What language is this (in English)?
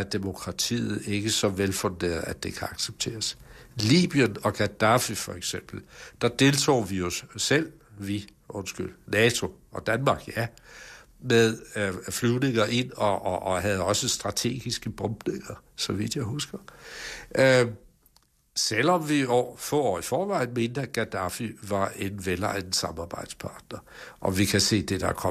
Danish